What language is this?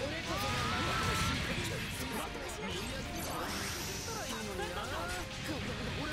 Japanese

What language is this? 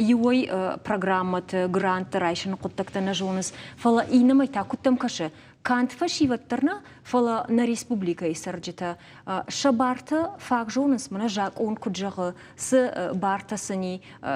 Ossetic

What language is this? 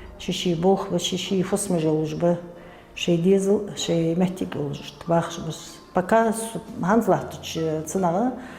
Ingush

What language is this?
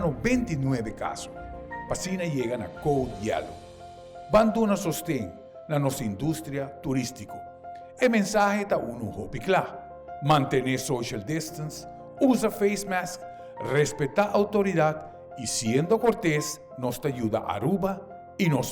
Papiamento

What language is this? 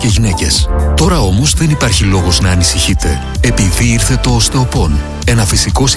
Greek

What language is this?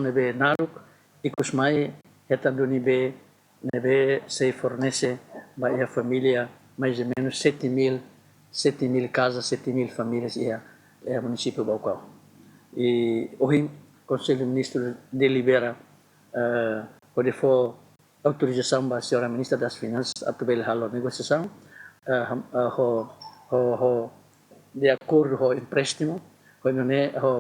Tetum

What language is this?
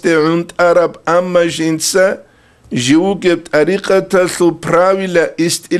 Avaric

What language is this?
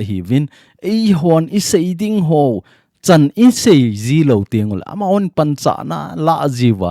Thado Chin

